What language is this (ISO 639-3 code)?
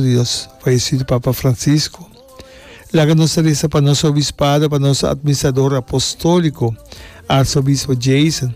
pap